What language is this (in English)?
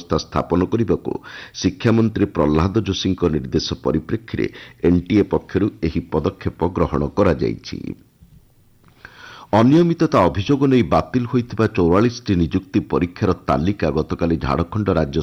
Odia